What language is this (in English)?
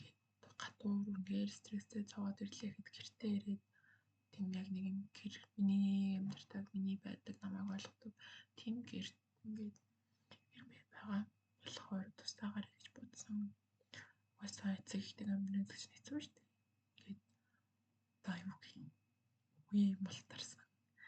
Mongolian